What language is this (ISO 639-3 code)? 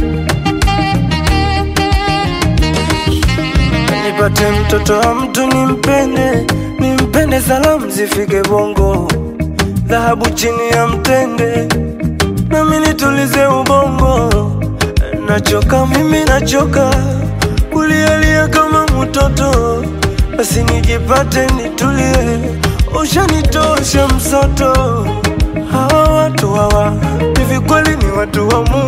swa